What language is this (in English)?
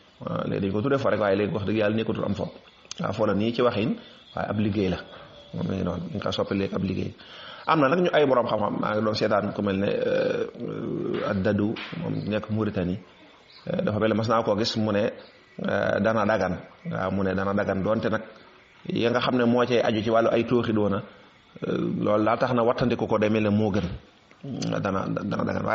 Wolof